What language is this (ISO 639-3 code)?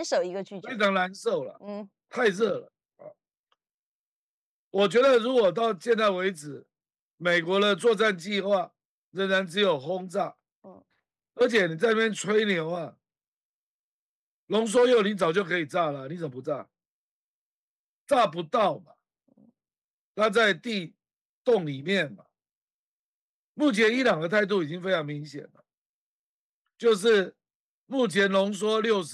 zho